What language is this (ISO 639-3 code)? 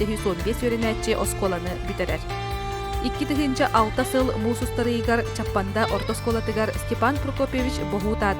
sah